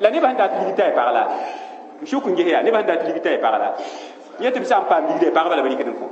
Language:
Mossi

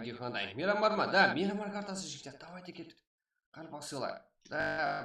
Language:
Kara-Kalpak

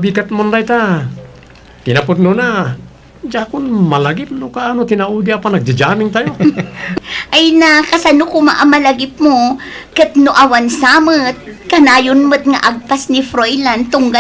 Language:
Iloko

